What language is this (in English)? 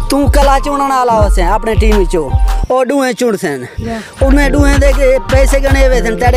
Saraiki